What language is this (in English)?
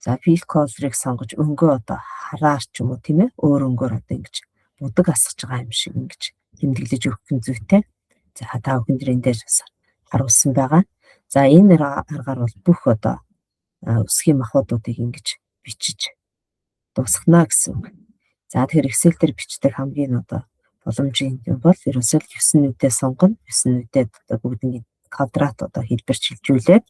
Mongolian